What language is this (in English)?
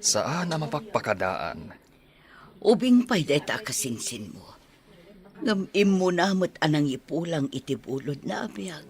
Iloko